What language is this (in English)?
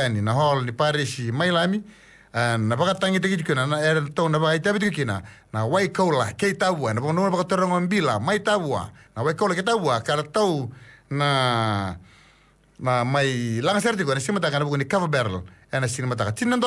Fijian